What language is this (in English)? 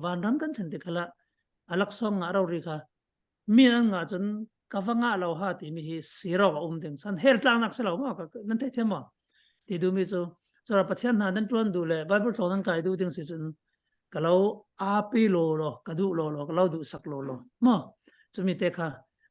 Falam Chin